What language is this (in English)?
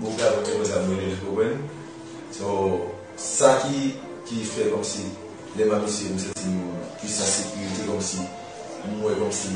Haitian Creole